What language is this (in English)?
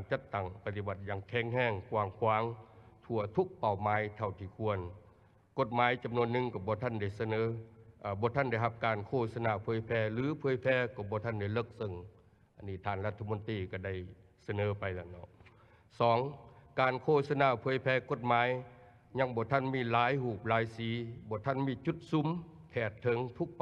Lao